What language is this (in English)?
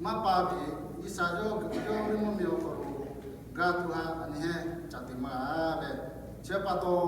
Lahu